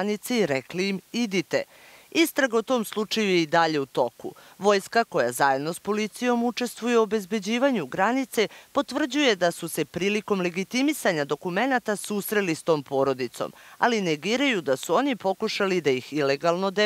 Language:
Serbian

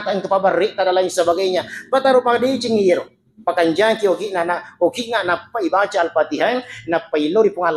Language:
Buginese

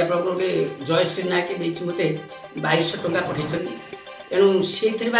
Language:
Odia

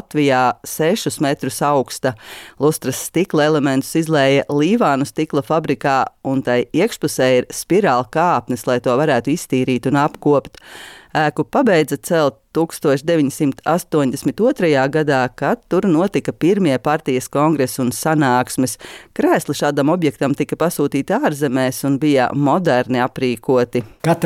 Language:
Latvian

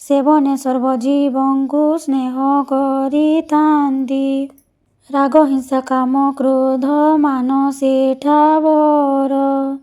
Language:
Odia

